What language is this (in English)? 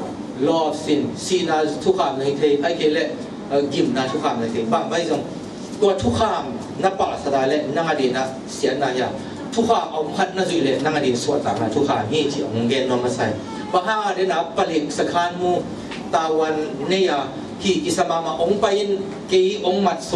Tedim Chin